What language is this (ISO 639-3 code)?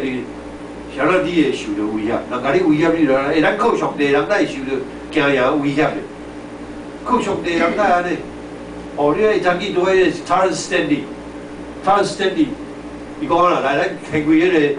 nan